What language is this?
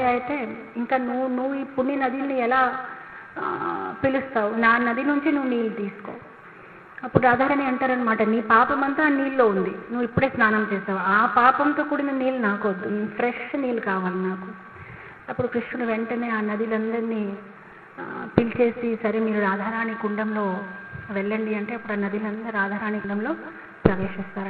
Telugu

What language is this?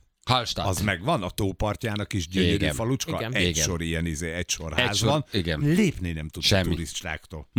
Hungarian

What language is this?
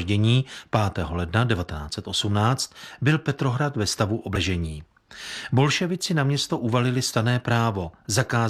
Czech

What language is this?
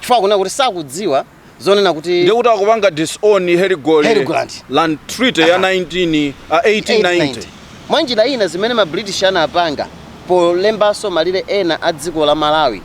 Nyanja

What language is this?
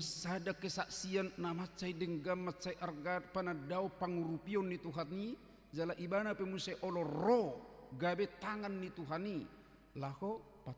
Batak Toba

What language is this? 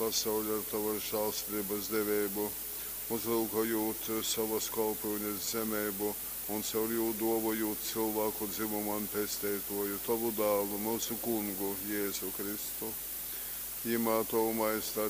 Latgalian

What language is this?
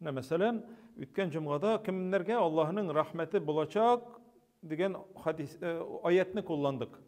Tatar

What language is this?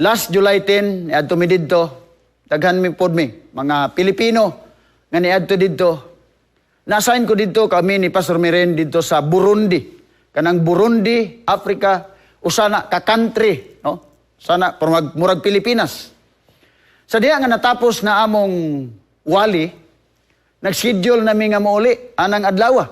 Cebuano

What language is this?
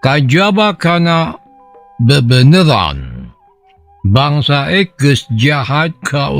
Sundanese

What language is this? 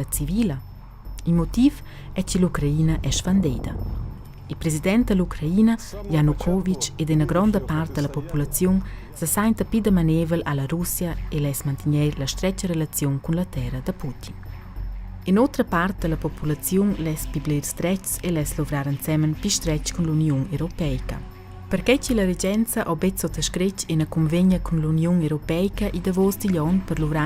Romansh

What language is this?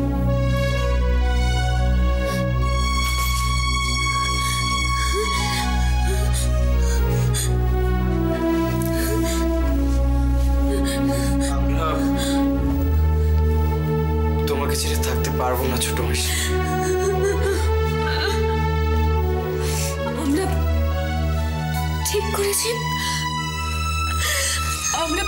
Bangla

